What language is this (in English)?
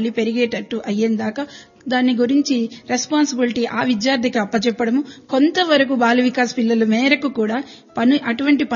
Telugu